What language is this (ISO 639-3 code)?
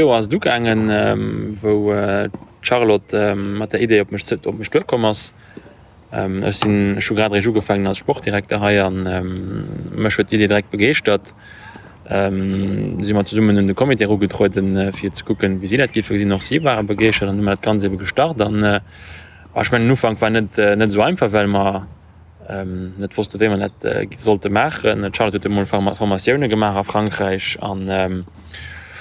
ltz